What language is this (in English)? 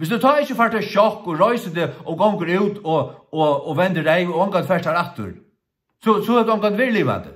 Faroese